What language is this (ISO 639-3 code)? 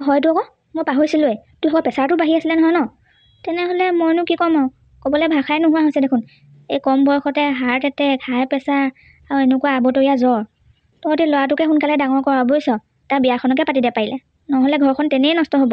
asm